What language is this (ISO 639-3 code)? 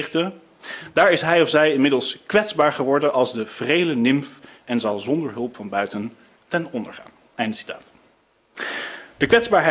nld